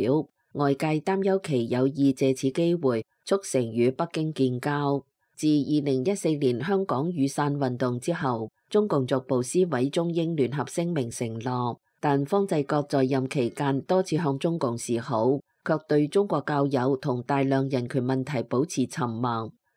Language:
Cantonese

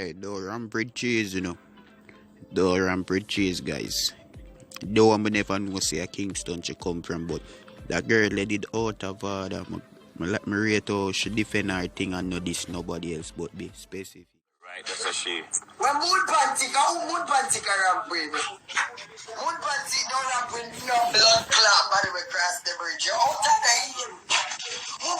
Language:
Jamaican Creole English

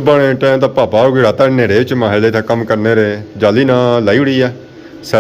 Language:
Pahari-Potwari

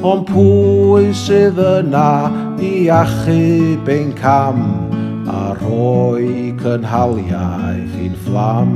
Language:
Welsh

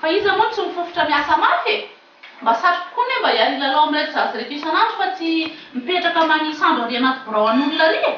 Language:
Malagasy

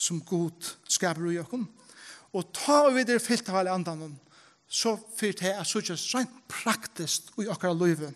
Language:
Faroese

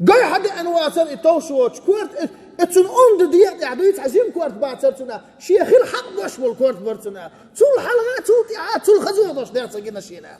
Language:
Chechen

